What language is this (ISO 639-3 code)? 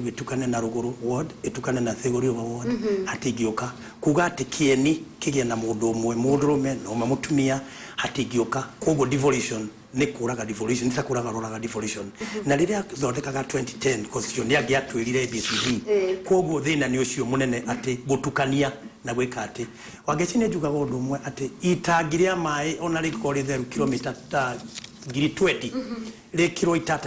kik